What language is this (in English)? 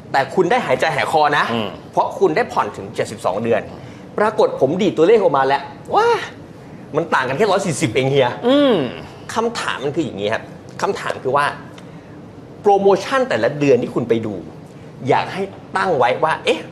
Thai